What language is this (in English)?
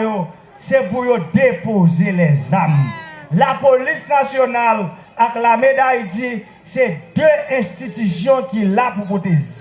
Haitian Creole